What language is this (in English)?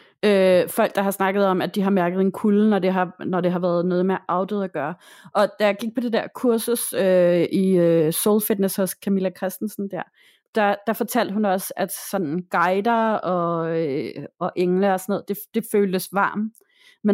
Danish